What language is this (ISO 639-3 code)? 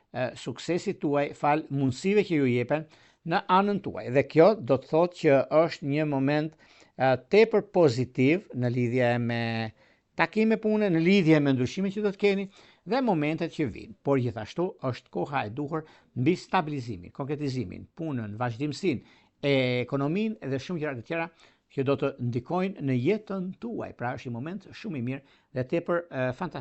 sqi